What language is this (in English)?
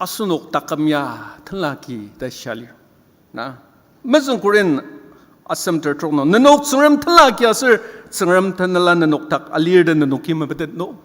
Ao Naga